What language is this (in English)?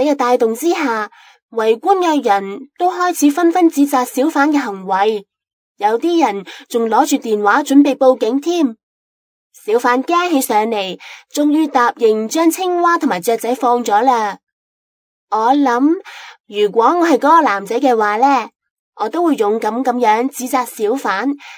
Cantonese